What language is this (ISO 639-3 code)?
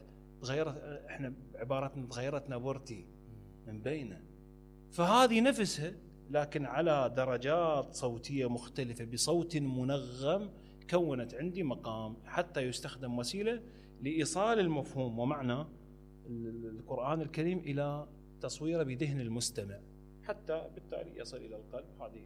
acm